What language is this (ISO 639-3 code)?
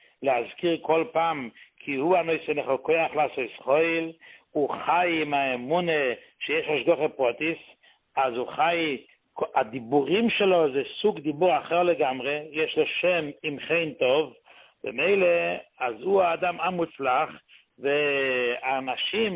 heb